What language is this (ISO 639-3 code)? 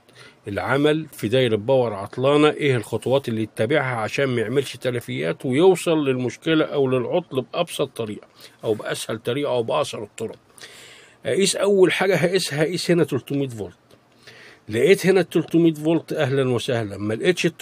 arz